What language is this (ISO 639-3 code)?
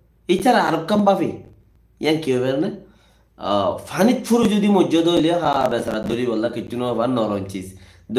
rhg